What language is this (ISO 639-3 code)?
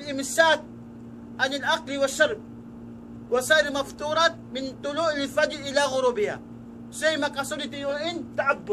tsg